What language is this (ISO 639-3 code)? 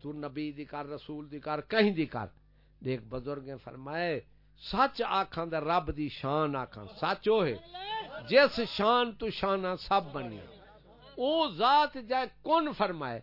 skr